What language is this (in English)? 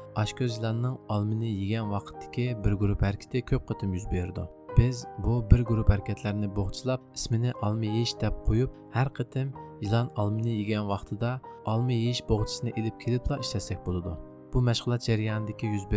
Uyghur